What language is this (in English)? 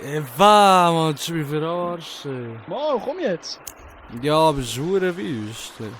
Swiss German